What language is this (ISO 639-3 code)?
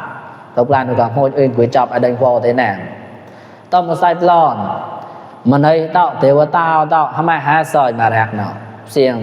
mnw